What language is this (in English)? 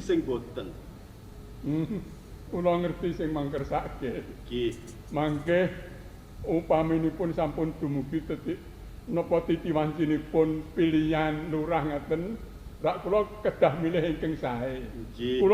Javanese